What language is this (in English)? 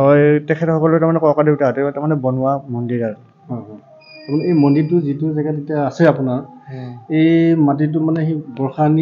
Assamese